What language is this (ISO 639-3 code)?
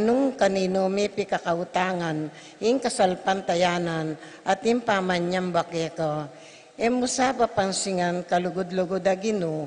pam